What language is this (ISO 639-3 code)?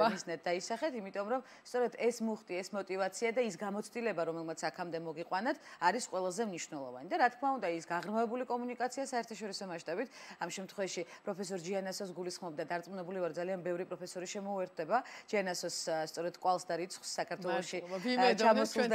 kat